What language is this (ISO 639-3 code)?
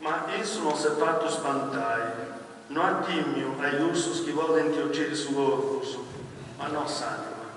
srd